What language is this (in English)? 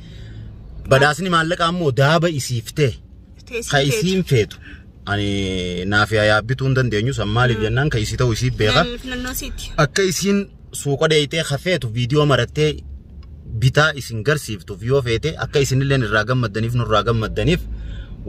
Oromo